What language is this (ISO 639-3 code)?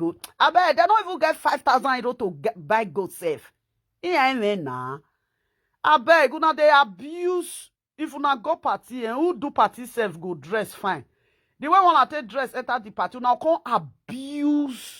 pcm